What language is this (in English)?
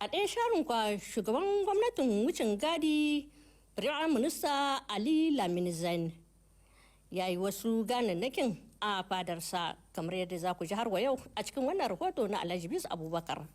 Hausa